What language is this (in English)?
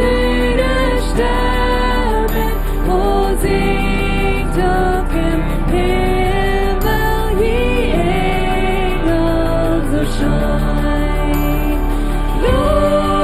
Plautdietsch